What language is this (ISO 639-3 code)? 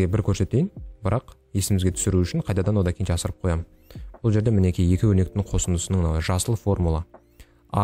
kaz